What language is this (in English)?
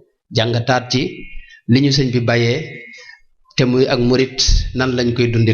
Wolof